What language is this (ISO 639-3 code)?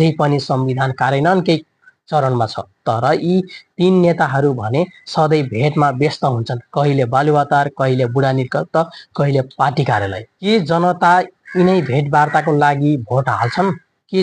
nep